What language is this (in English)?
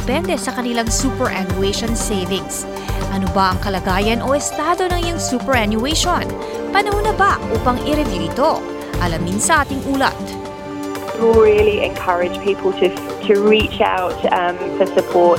Filipino